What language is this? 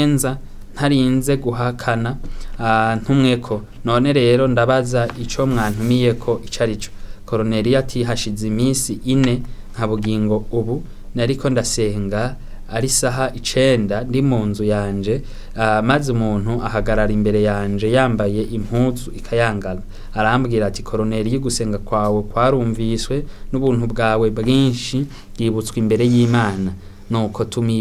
Rundi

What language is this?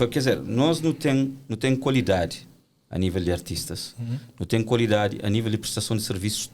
Kabuverdianu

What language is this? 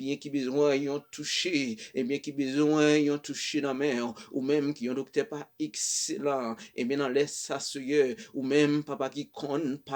Haitian Creole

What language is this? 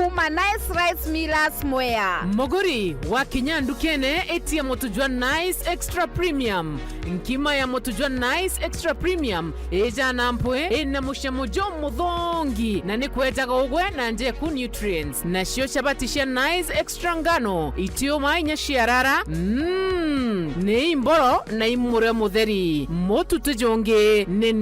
Meru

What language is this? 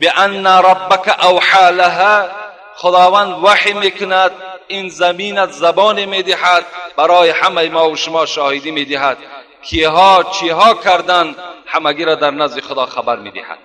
Tajik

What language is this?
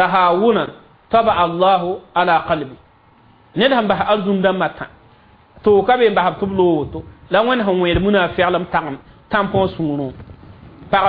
Mossi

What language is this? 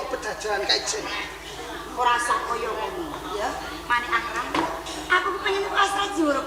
Javanese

